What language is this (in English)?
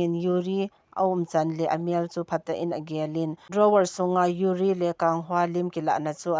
Thado Chin